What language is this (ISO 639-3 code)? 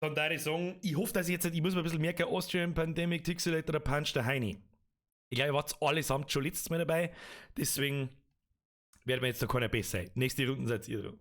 bar